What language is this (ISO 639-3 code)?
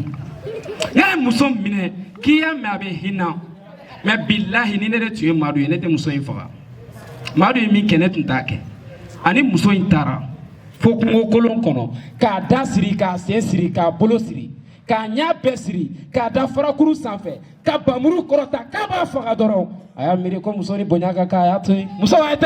bam